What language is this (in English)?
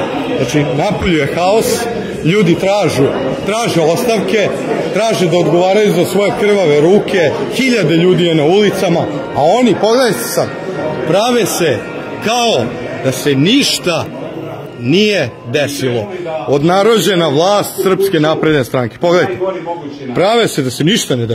Serbian